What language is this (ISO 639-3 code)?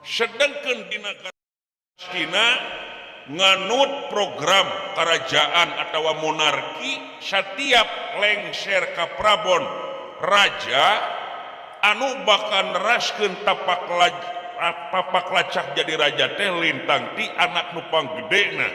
sun